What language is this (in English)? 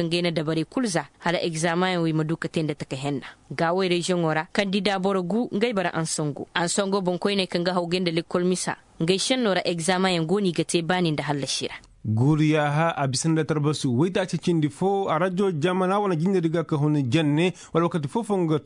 Koyraboro Senni